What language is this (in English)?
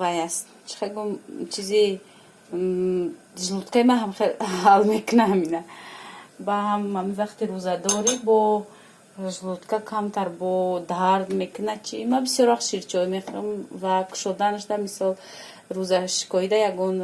Tajik